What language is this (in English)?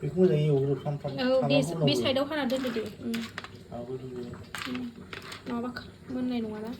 Bodo